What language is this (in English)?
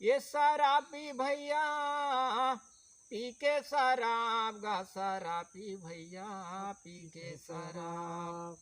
Chhattisgarhi